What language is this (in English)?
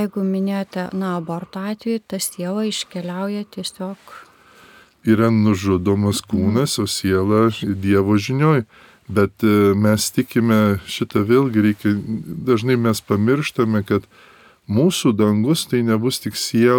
Lithuanian